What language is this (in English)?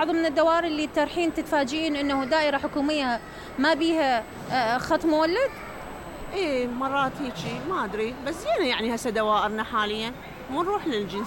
Mesopotamian Arabic